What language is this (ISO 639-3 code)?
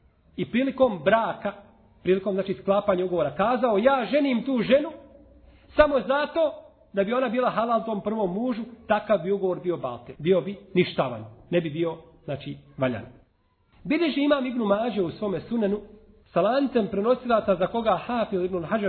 bos